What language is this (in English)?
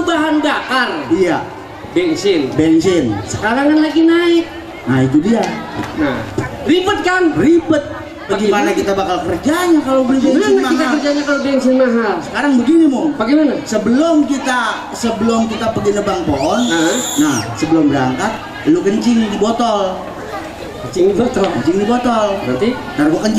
Betawi